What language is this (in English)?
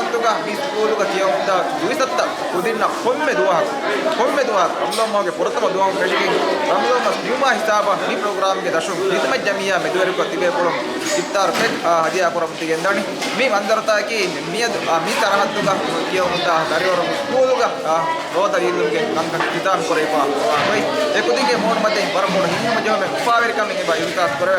Divehi